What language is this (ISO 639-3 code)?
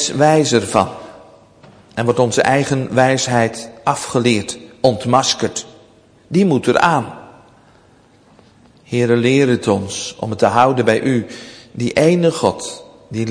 nld